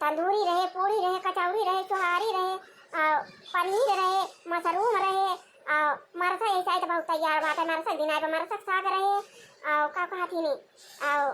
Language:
Awadhi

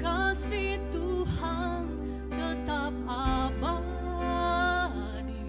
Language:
Nias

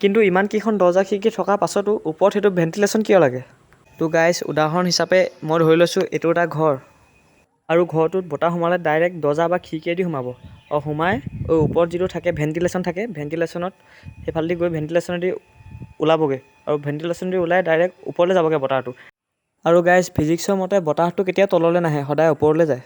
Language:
Assamese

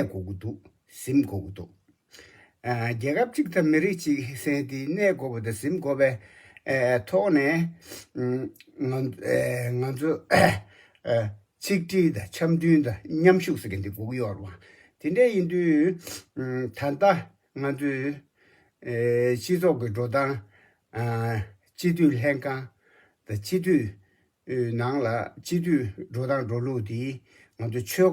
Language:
Tibetan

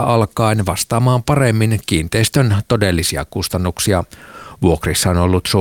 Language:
Finnish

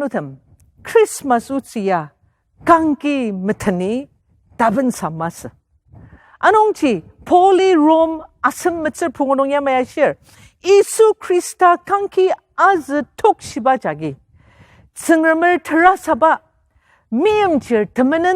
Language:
Ao Naga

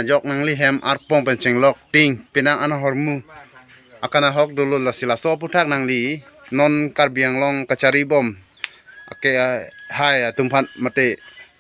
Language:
Karbi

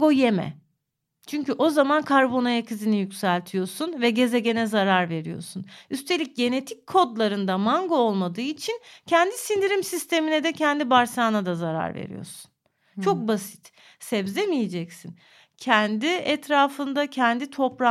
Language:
Turkish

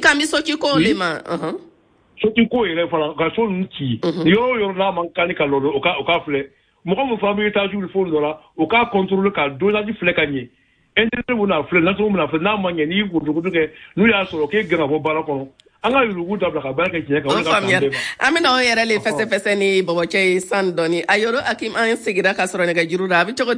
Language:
Bambara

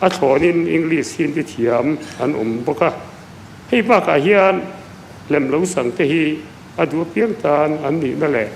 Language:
Mizo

